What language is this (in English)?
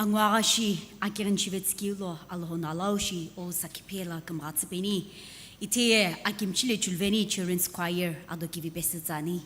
Sumi Naga